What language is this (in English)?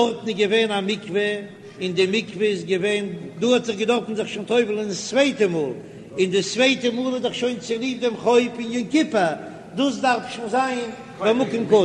Yiddish